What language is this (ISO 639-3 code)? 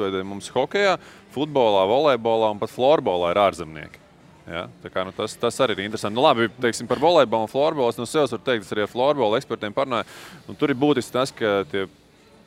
lav